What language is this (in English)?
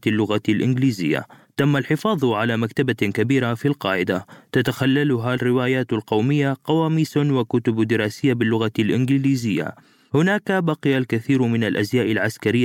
Arabic